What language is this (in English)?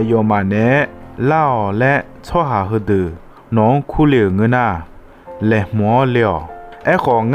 Akha